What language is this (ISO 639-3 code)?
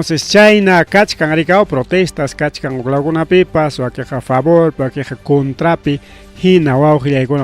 quy